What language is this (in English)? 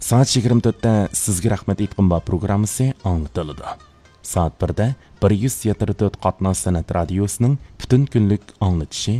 Uyghur